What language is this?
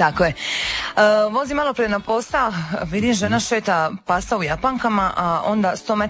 Croatian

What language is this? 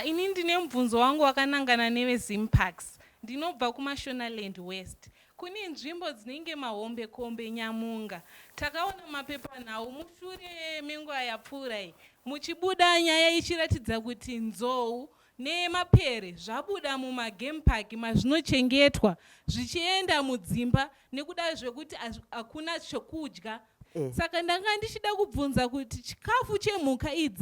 Shona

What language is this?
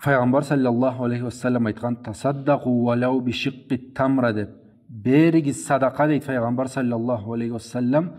Karachay-Balkar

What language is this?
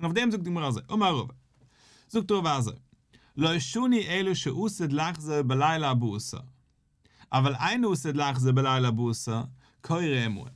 Yiddish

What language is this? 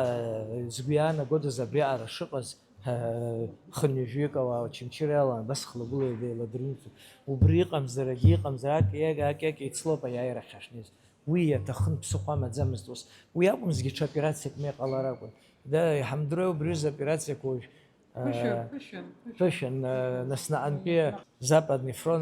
Abkhazian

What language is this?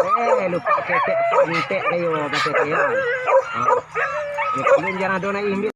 Minangkabau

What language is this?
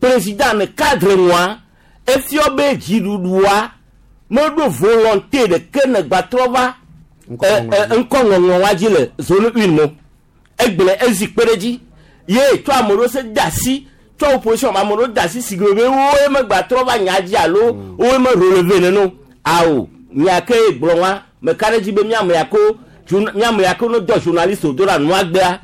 Gen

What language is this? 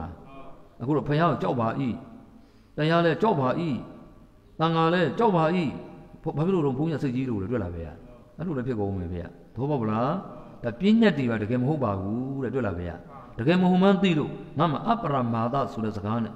Burmese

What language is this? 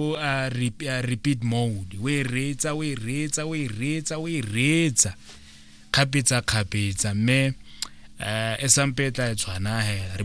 Tswana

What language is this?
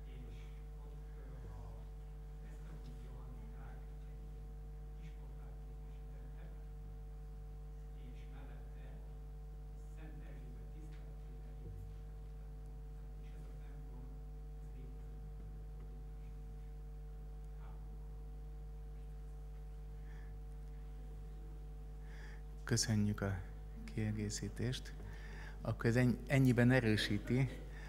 Hungarian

